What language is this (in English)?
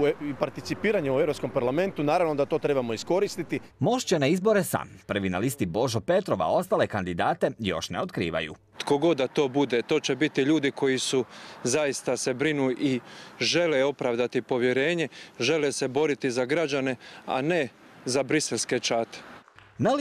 Croatian